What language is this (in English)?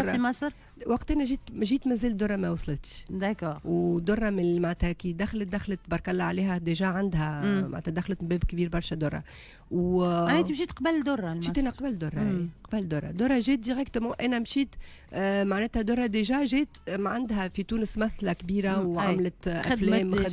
Tunisian Arabic